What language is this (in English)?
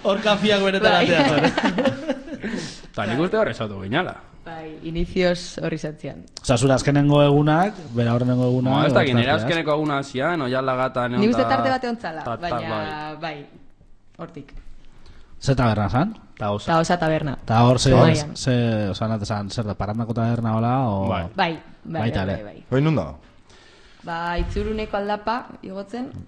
Basque